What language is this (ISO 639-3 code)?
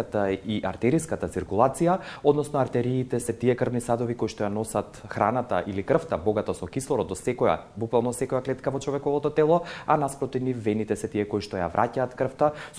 mkd